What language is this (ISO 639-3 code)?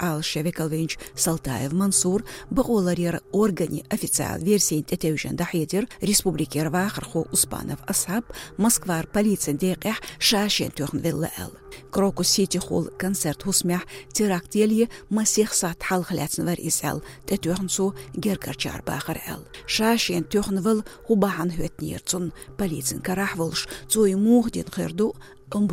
che